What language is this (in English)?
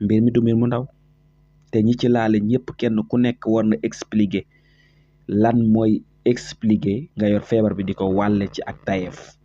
Wolof